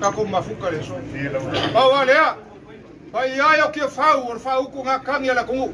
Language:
Samoan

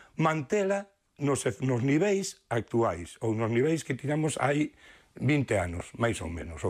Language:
Galician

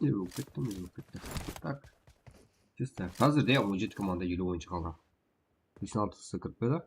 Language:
Kara-Kalpak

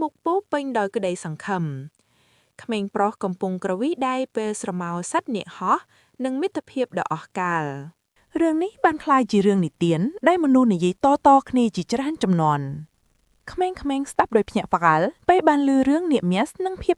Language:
Khmer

